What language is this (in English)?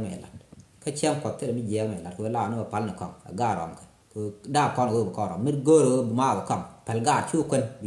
Nuer